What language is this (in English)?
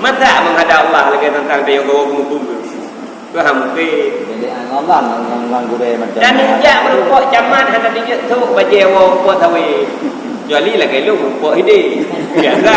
Achinese